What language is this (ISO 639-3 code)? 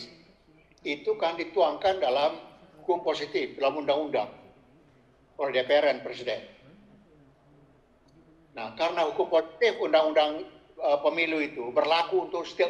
ind